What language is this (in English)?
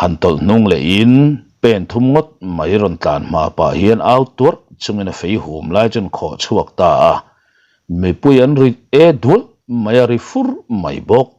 Mizo